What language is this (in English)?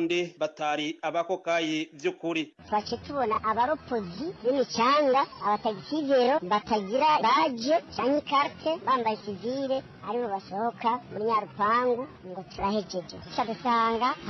Rundi